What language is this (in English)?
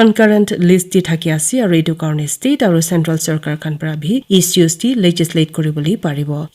Naga Pidgin